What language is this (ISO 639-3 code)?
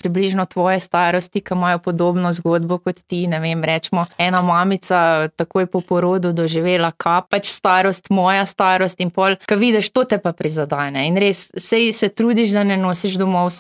slv